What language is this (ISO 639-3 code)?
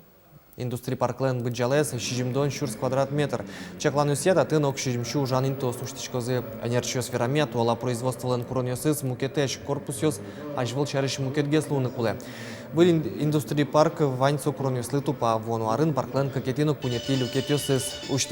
udm